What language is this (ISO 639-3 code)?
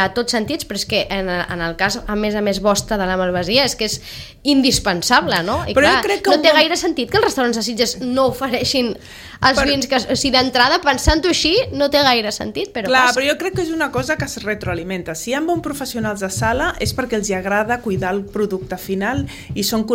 cat